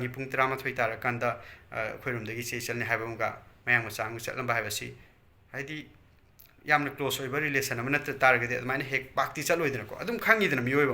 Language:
Manipuri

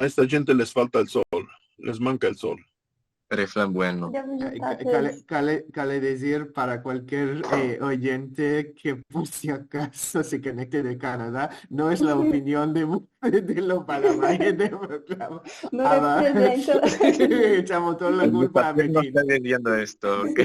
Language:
Ladino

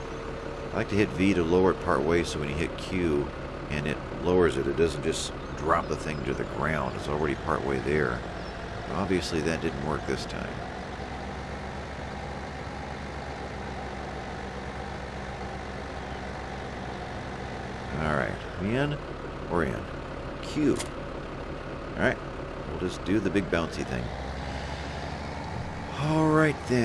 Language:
English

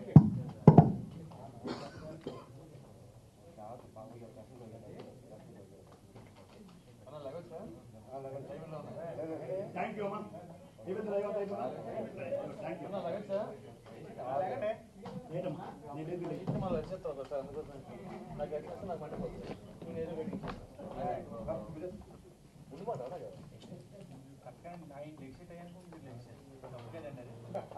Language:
Telugu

